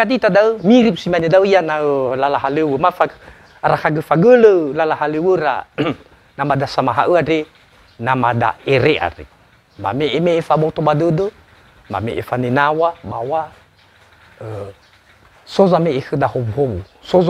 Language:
Nias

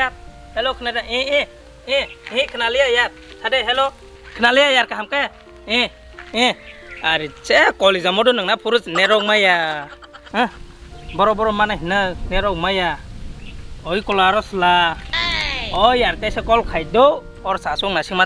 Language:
Kok Borok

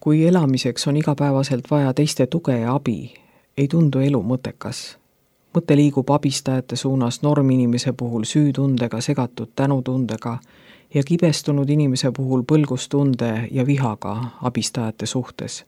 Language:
Estonian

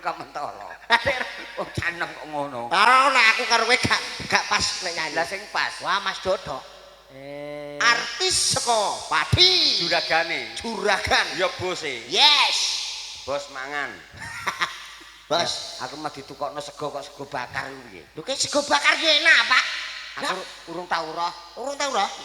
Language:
Javanese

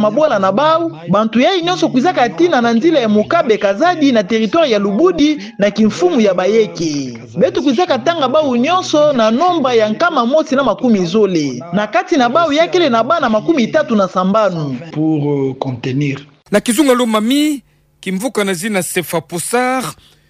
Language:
Kituba (Democratic Republic of Congo)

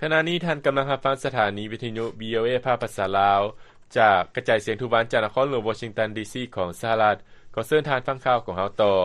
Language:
Lao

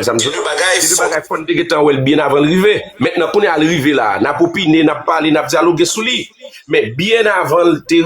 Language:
Haitian Creole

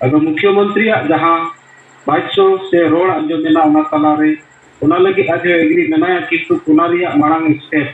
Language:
Santali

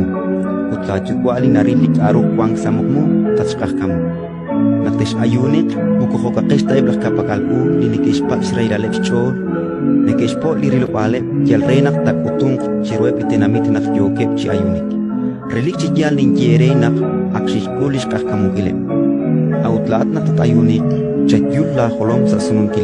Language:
Kekchí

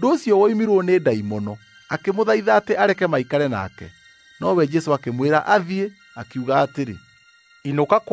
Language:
Kikuyu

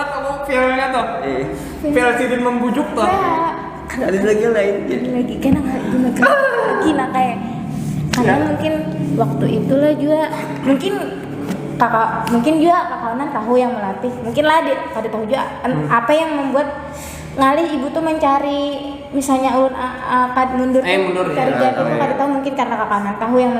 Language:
Banjar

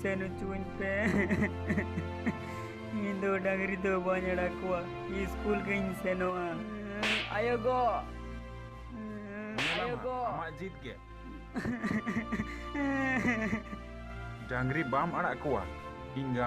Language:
Santali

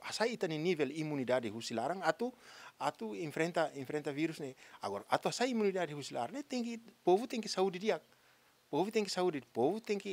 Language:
Tetum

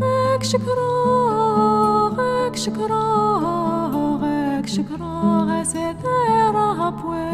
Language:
Kabyle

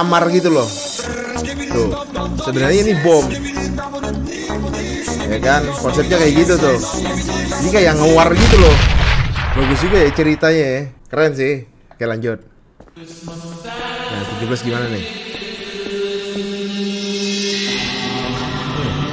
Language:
Indonesian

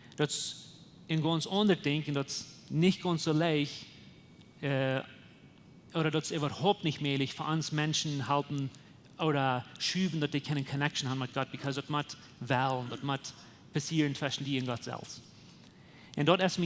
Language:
Plautdietsch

